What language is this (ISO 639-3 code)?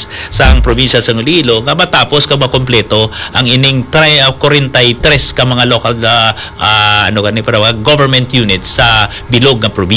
hil